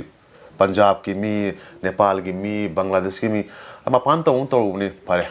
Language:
Manipuri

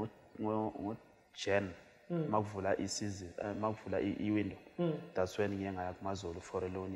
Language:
Shona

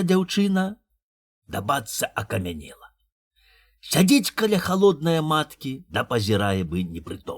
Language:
Belarusian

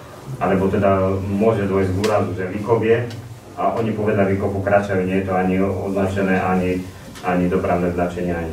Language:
Slovak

